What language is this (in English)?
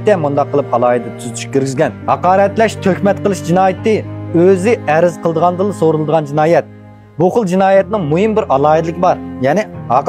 Uyghur